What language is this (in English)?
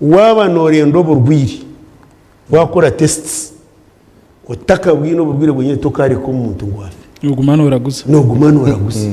Nyankole